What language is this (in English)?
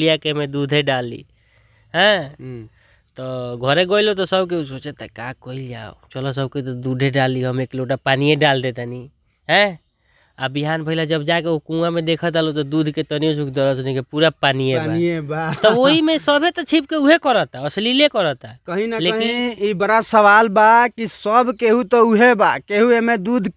Bhojpuri